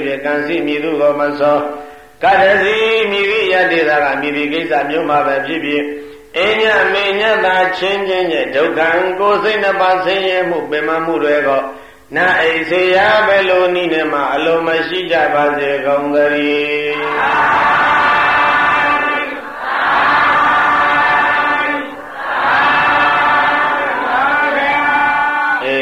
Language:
Burmese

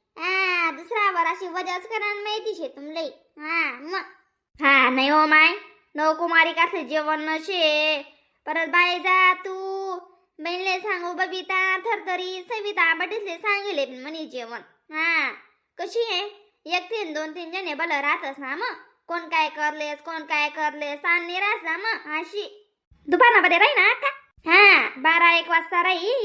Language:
Khandesi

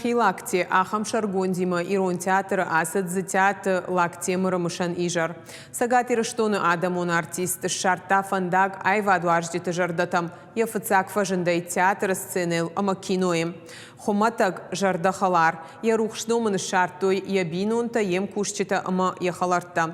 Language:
Ossetic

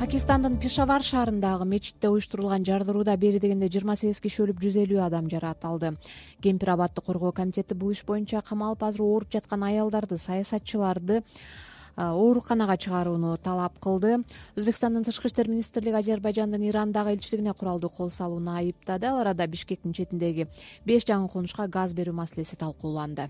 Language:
Kyrgyz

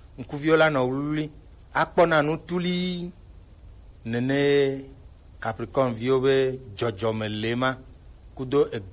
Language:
Gen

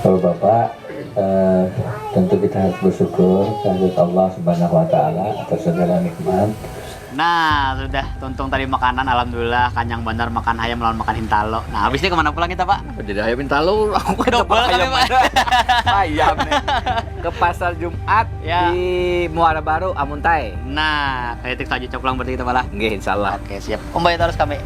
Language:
Banjar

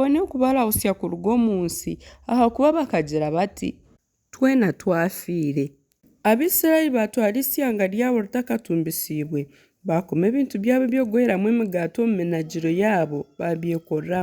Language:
Nyankole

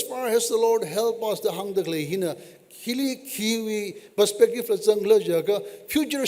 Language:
Tangkhul Naga (India)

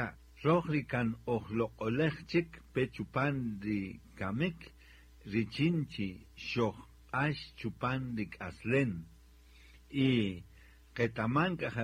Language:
Kaqchikel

